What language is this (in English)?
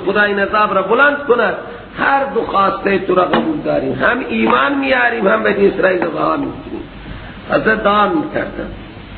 Persian